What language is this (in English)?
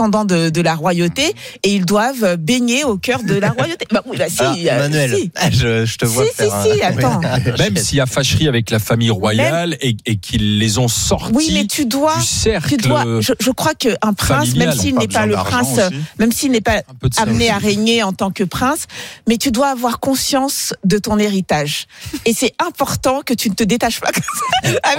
French